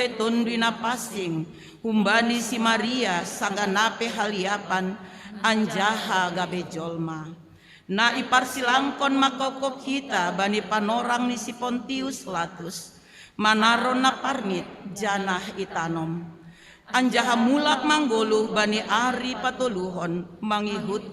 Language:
Batak Simalungun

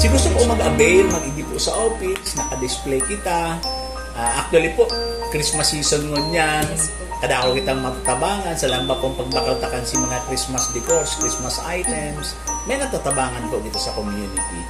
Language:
Bikol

